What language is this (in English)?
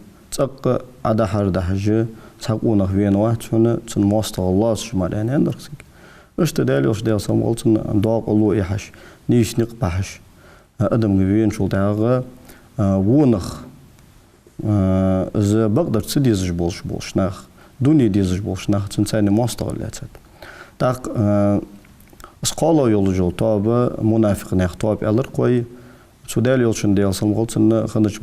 Ingush